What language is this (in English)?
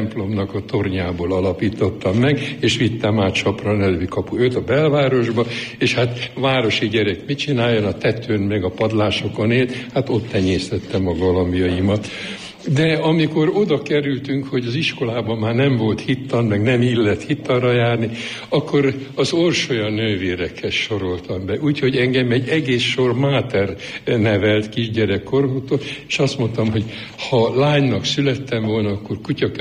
Hungarian